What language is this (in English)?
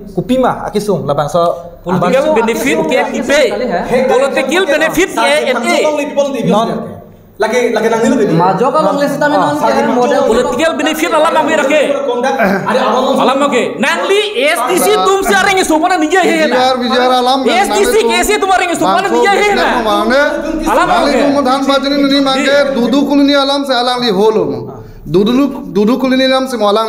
Karbi